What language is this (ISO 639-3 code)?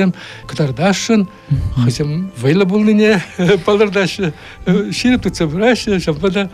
chv